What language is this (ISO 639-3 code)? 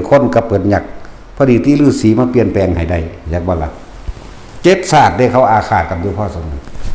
tts